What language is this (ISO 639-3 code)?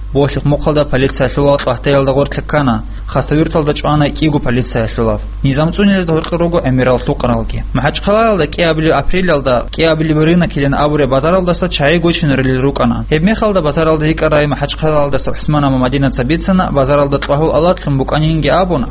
ava